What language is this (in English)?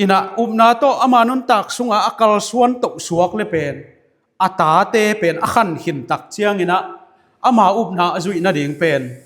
Tedim Chin